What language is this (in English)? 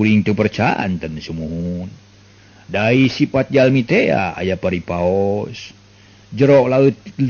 Sundanese